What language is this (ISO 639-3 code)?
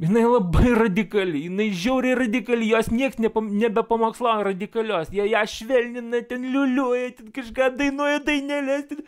lit